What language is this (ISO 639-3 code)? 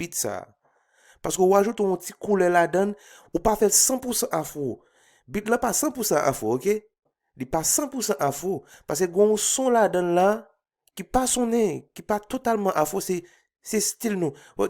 hat